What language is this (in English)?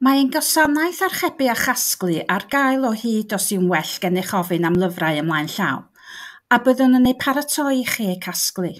Welsh